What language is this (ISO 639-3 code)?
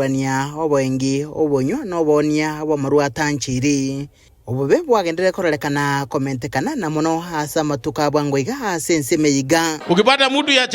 guz